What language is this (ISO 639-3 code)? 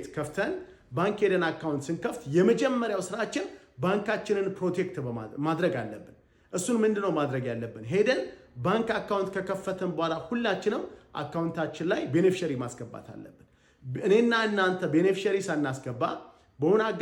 amh